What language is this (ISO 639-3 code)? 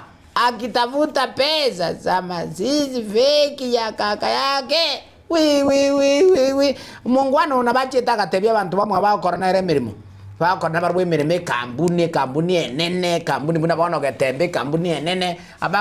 guz